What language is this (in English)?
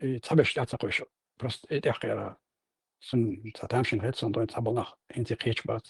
Chechen